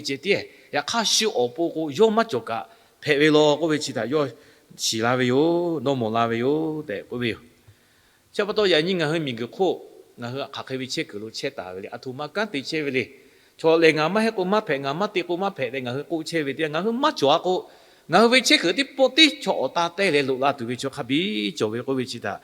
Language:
Lahu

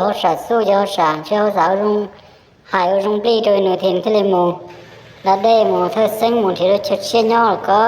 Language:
Hmong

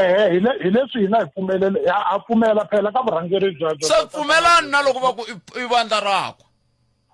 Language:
Tsonga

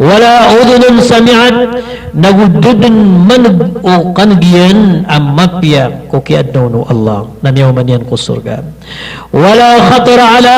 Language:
Maranao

